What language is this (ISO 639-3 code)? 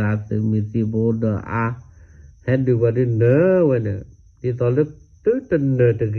ksw